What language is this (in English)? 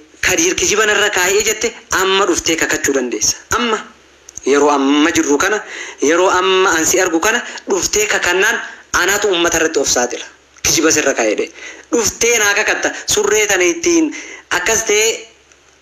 Oromo